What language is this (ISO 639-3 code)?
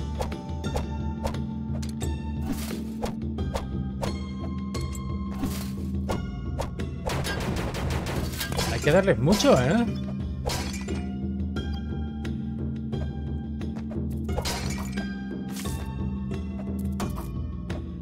spa